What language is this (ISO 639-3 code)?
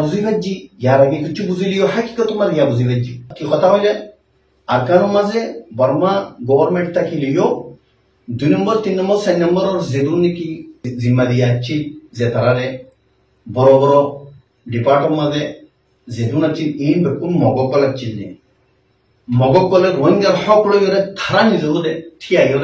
rhg